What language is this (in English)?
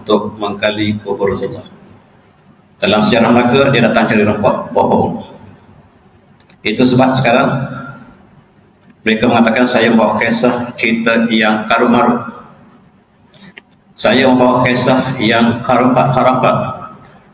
Malay